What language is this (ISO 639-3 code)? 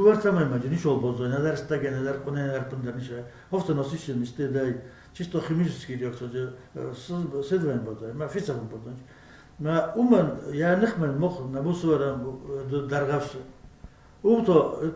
oss